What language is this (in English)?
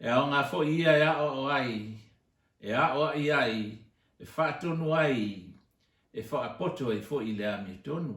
Samoan